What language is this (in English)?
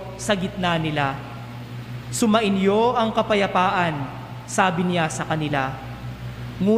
Filipino